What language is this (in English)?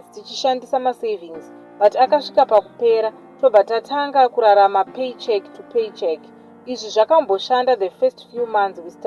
Shona